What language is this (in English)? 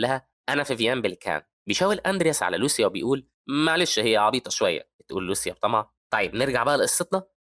Egyptian Arabic